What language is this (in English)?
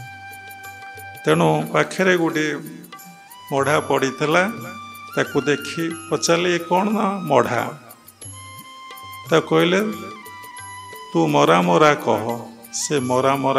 Odia